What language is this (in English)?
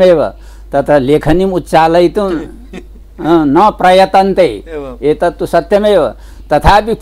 Sanskrit